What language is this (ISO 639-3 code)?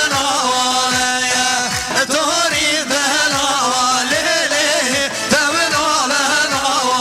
kur